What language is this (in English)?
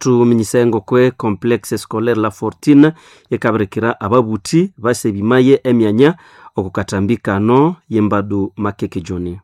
Nande